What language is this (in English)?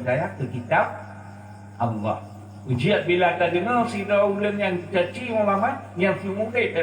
Achinese